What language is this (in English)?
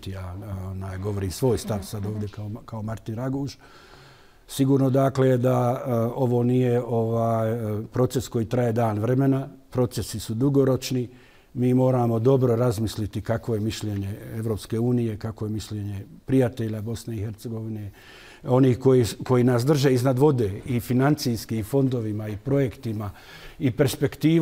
Bosnian